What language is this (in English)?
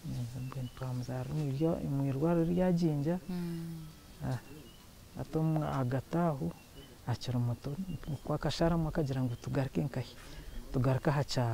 Nyankole